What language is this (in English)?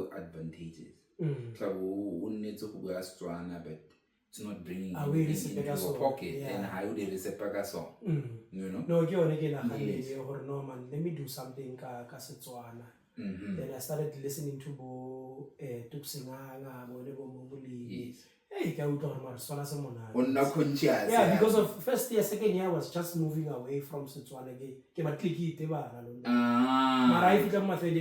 Tswana